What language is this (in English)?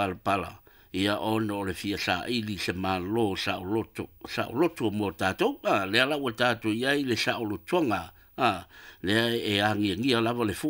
Samoan